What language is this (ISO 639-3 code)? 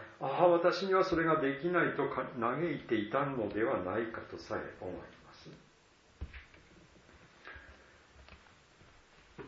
jpn